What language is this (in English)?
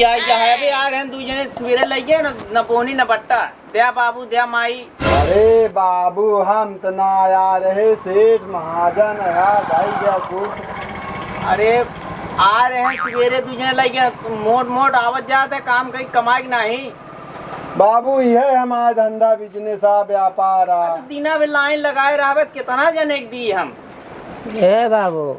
Awadhi